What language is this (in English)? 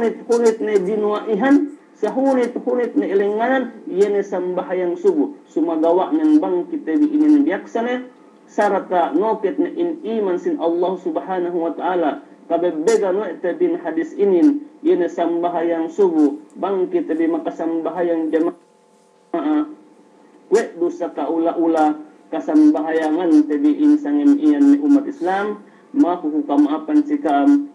Yakan